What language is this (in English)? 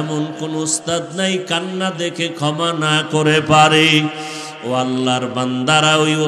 Bangla